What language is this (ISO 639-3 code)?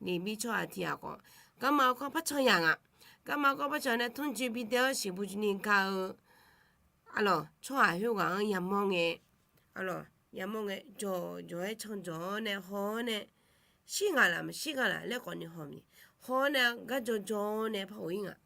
ahk